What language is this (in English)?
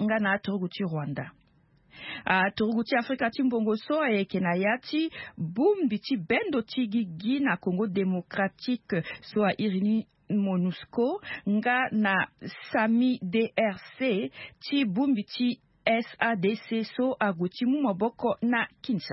Sango